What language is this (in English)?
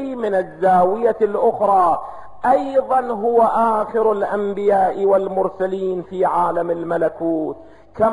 Arabic